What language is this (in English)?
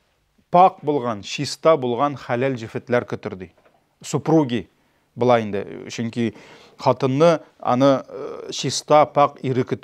Tatar